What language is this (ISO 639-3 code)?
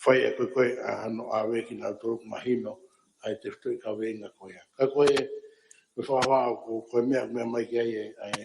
ton